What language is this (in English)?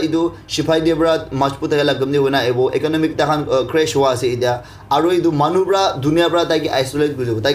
Naga Pidgin